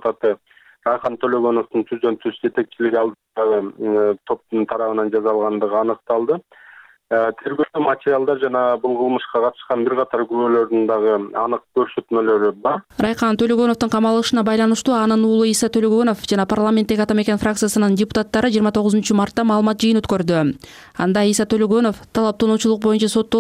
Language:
Kyrgyz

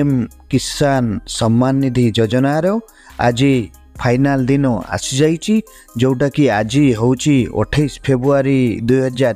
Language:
Odia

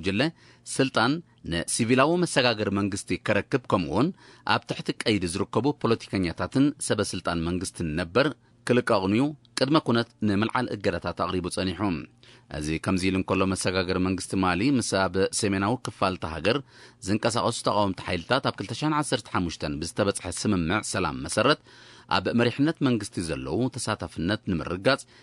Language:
Tigrinya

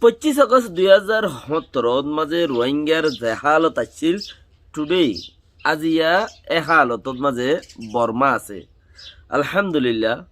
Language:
Rohingya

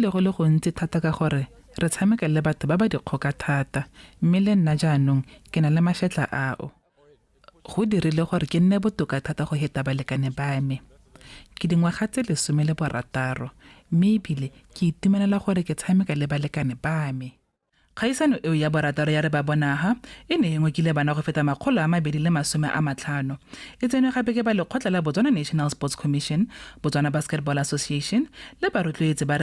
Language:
Tswana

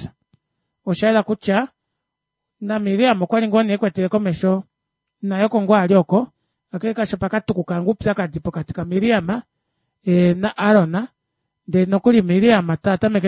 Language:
Kuanyama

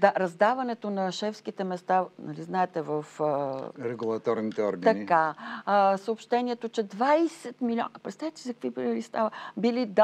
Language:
Bulgarian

